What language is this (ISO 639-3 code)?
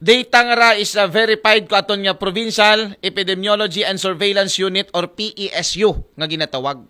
akl